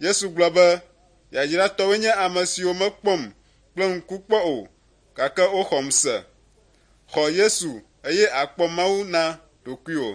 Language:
Ewe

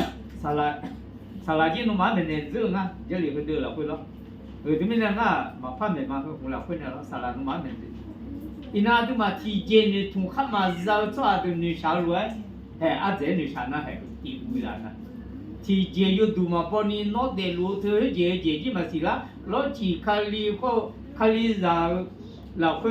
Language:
Akha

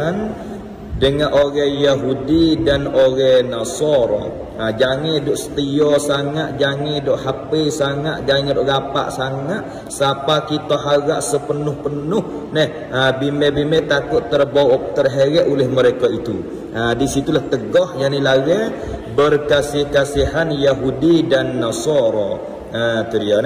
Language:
Malay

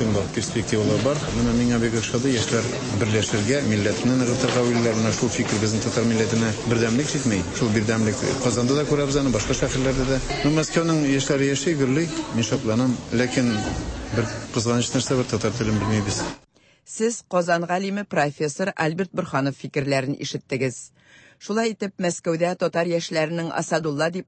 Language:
Tatar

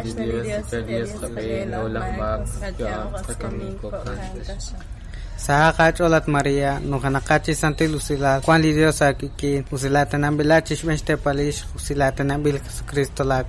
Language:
Kekchí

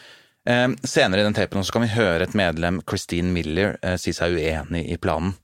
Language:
Norwegian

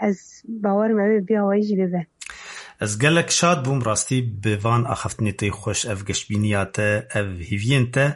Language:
Kurdish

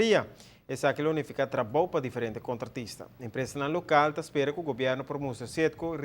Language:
Papiamento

